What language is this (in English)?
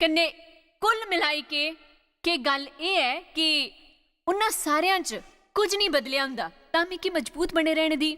Dogri